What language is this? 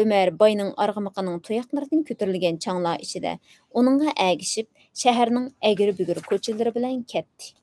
Uyghur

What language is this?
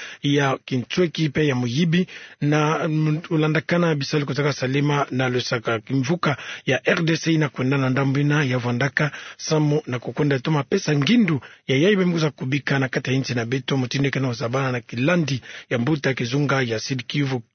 Kituba (Democratic Republic of Congo)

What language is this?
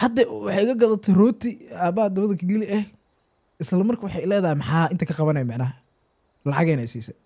Somali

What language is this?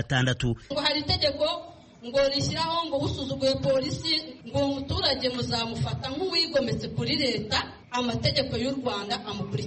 Kinyarwanda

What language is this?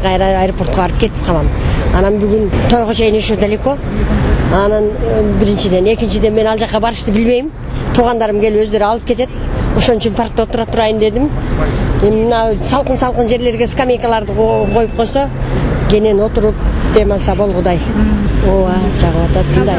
Kyrgyz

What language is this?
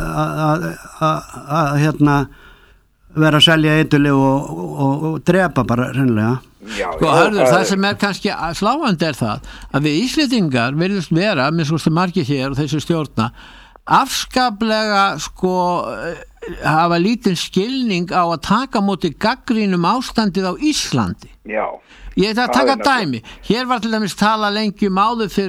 Icelandic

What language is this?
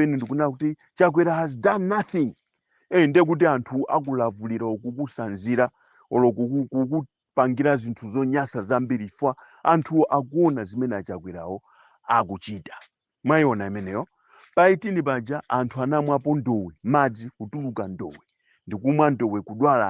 Nyanja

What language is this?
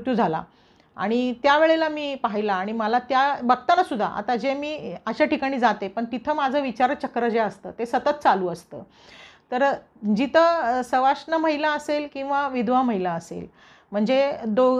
Marathi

